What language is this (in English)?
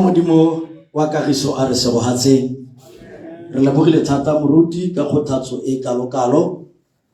Tswana